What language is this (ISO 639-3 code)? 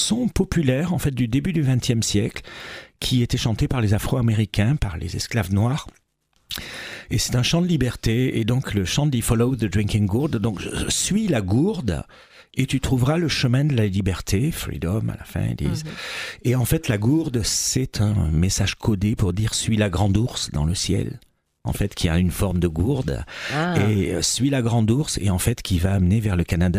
fra